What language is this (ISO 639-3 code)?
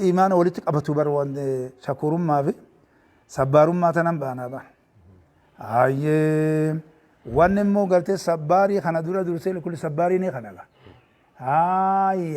orm